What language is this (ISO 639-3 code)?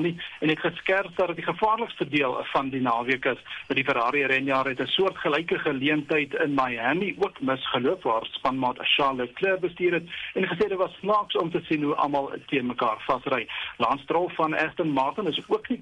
afr